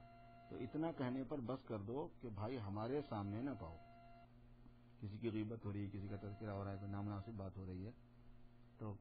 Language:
Urdu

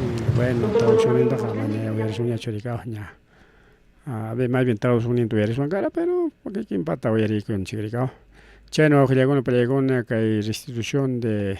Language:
Ayacucho Quechua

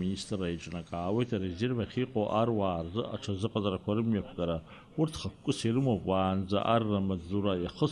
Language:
Abkhazian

